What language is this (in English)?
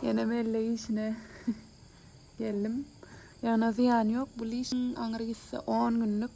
Turkmen